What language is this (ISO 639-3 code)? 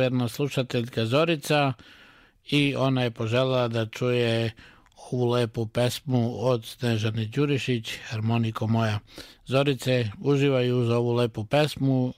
srp